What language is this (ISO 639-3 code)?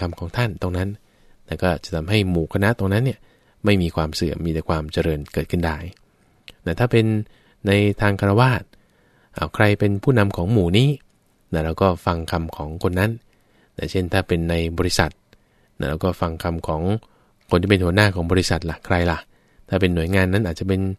tha